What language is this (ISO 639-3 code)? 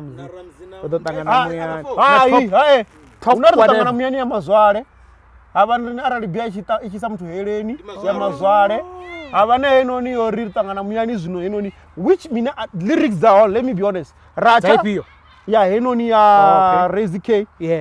ven